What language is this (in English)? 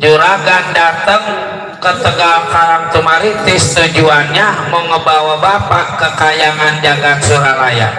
Betawi